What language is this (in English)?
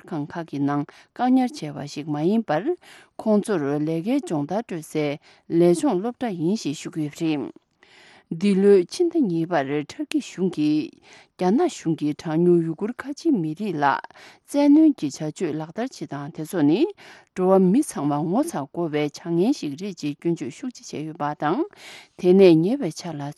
Tibetan